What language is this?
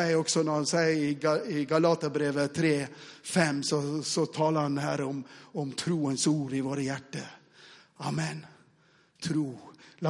Norwegian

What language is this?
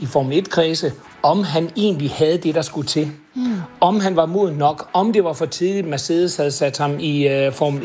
Danish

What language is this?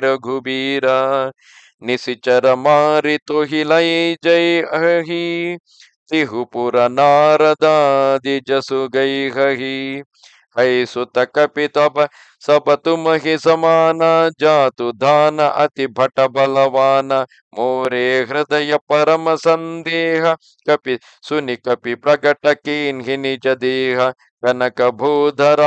Kannada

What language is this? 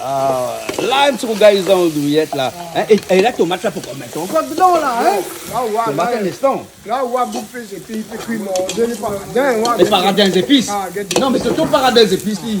Réunion Creole French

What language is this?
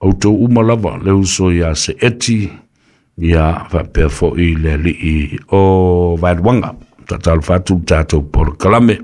Samoan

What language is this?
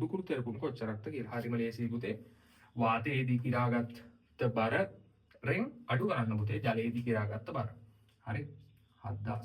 Sinhala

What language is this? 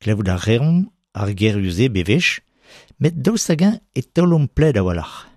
Breton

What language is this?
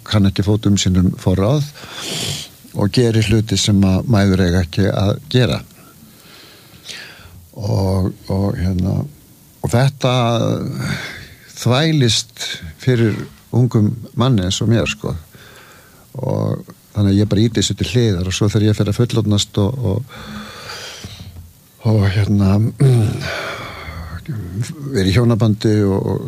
Icelandic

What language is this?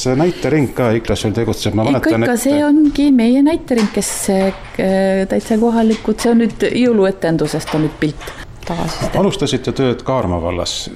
Estonian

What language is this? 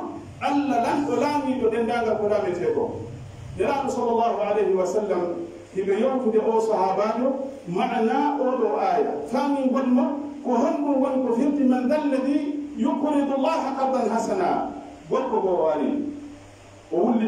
Pular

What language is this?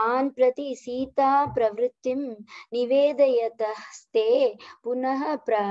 Sanskrit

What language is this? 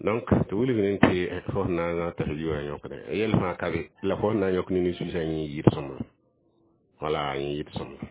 Mossi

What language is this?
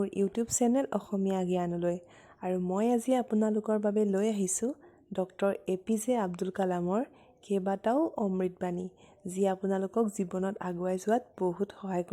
Assamese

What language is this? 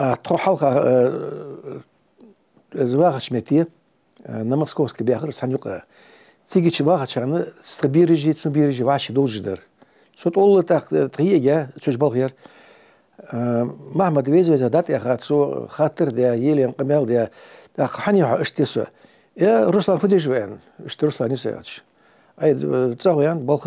Ingush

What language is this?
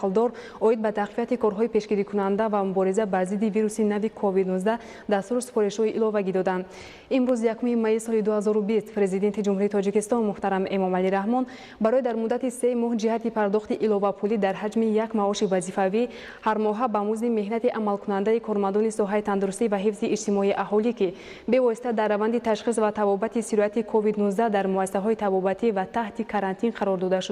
Tajik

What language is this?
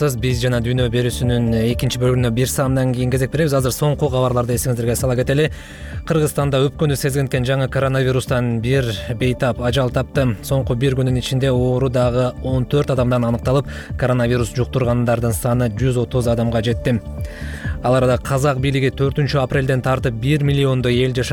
Kyrgyz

